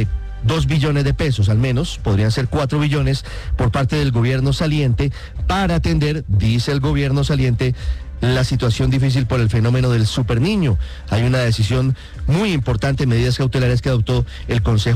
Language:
Spanish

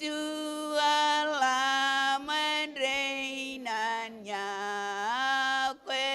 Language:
Marshallese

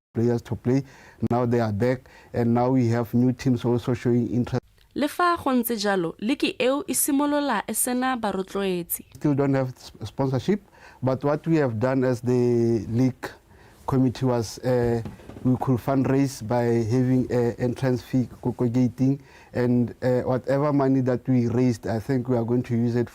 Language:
Tswana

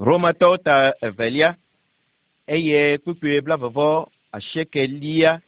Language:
Ewe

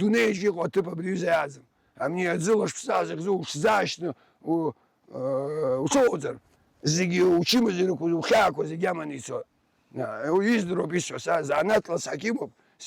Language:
Abkhazian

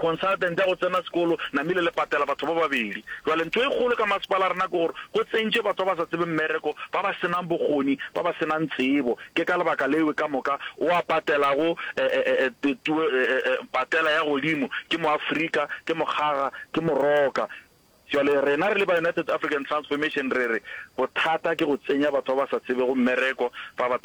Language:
Northern Sotho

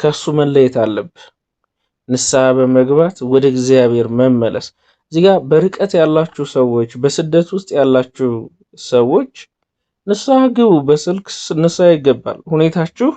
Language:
Amharic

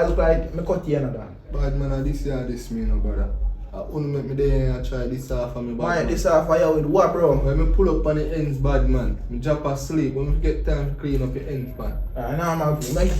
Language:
Jamaican Creole English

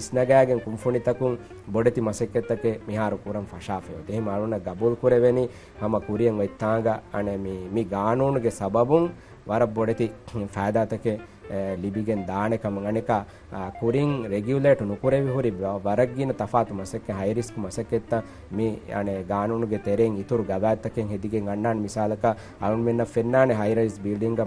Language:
Divehi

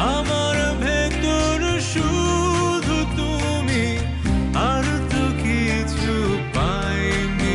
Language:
Bangla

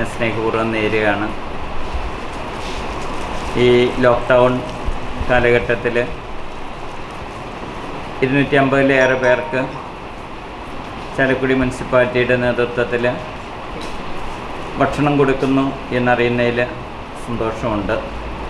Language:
Malayalam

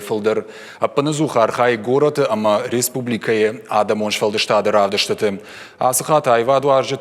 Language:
Ossetic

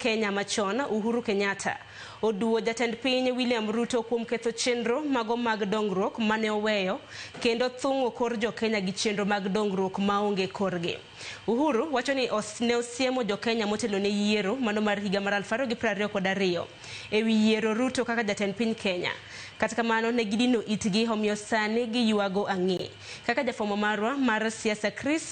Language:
Luo (Kenya and Tanzania)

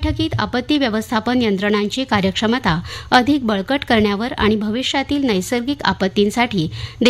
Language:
Marathi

